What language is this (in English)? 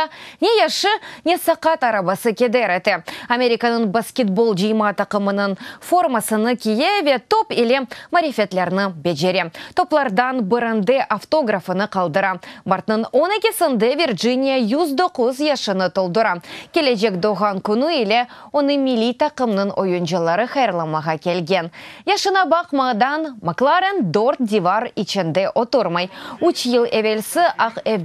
Crimean Tatar